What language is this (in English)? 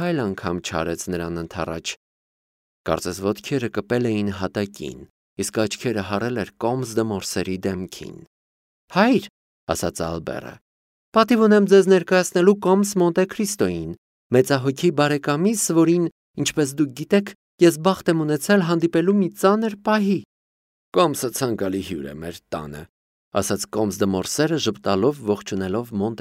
Armenian